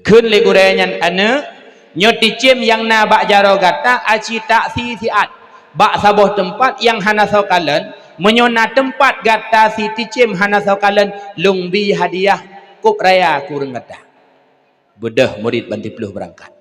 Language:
Achinese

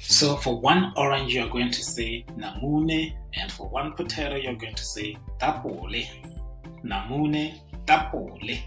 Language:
Tswana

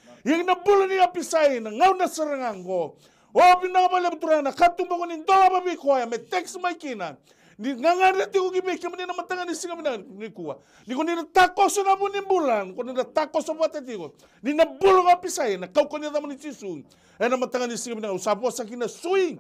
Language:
Fijian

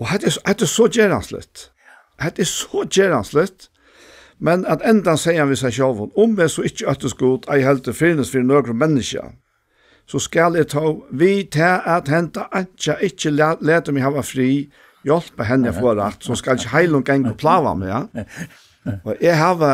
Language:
Faroese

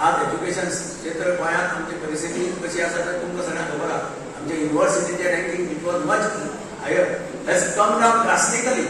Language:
Konkani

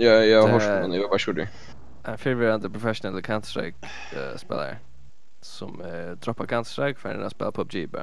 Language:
Faroese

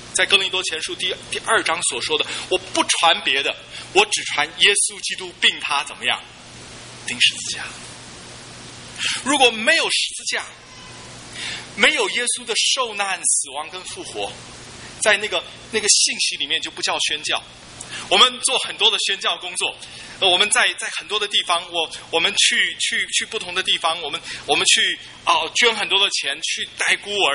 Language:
Chinese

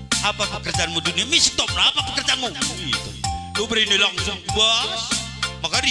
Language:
Batak Karo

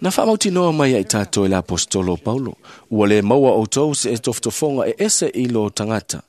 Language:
Samoan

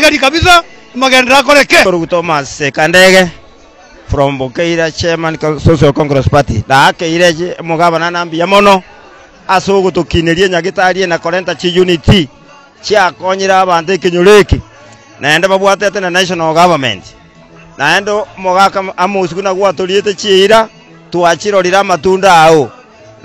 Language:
Gusii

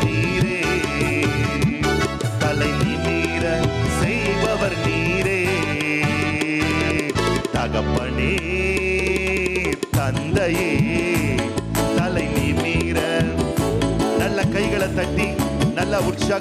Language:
Tamil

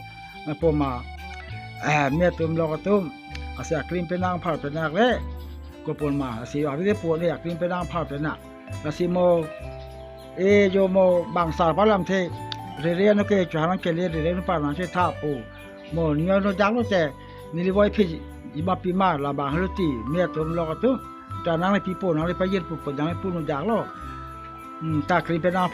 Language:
Karbi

